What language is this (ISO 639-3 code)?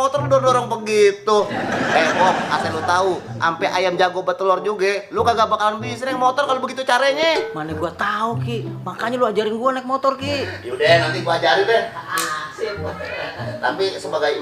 bew